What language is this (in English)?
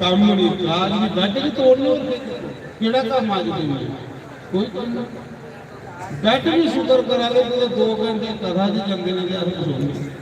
Dogri